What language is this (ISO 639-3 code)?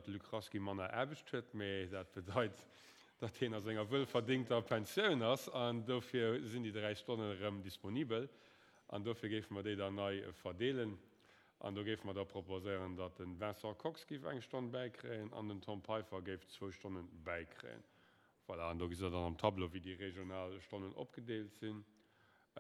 ltz